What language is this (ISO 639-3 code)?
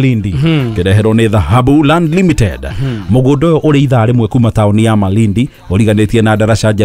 kik